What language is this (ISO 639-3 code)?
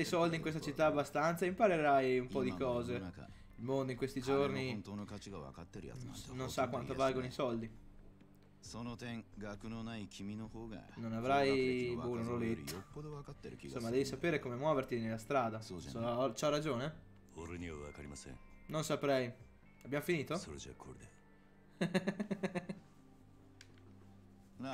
ita